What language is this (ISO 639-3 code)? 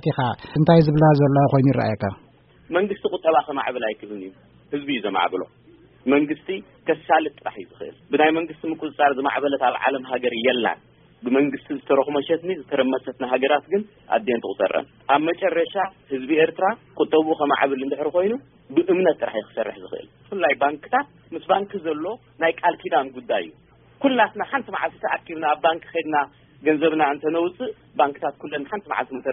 tir